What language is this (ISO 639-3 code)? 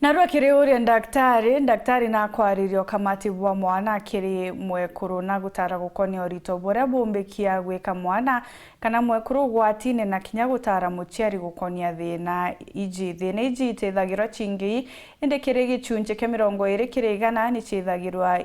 mer